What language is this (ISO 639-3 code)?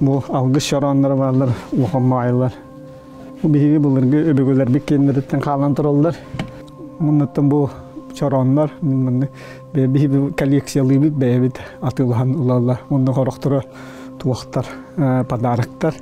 sah